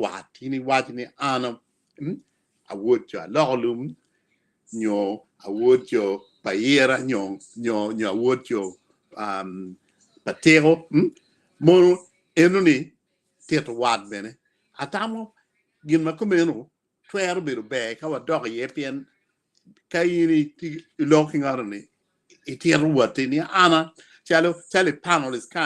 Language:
Acoli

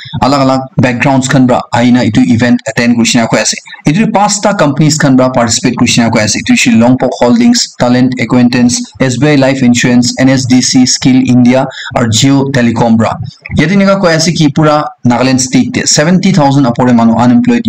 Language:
Naga Pidgin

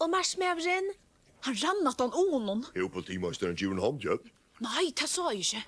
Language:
Faroese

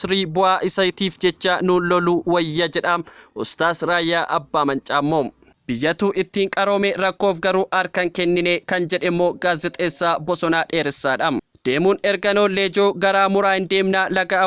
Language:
Oromo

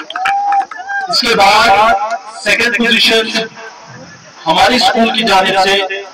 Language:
Urdu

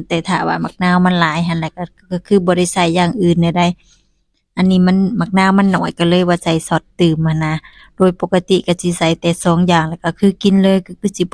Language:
Lao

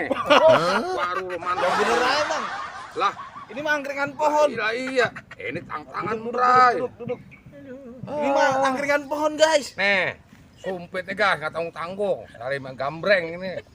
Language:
Betawi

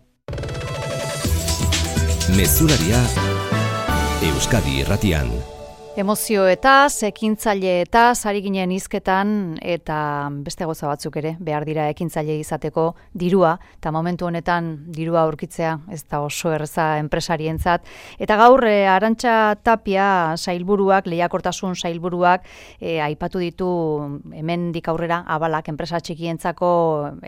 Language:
Basque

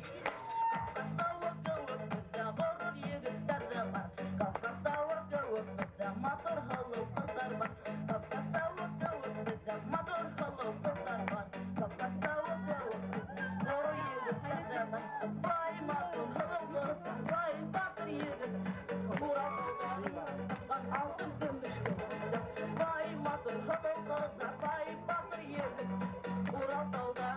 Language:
Bashkir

